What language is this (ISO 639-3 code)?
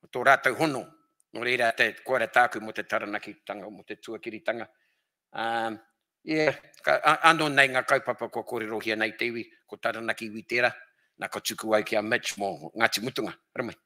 mri